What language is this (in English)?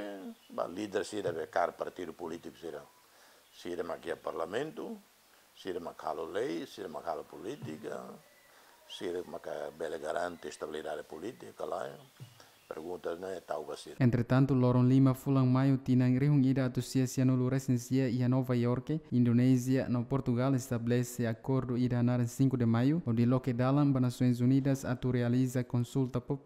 Tetum